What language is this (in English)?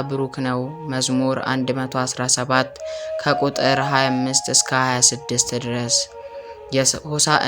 Amharic